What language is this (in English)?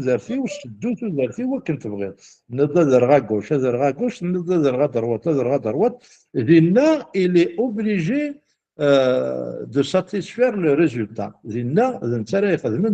Kabyle